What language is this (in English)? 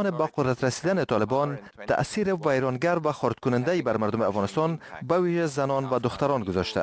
Persian